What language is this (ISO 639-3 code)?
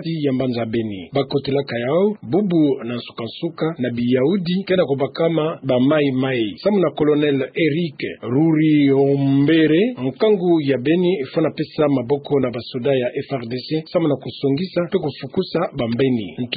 ktu